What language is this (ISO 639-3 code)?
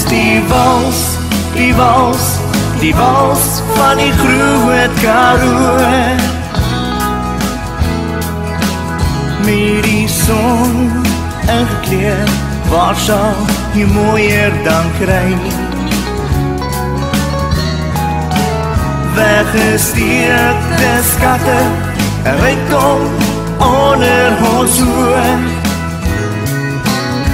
afr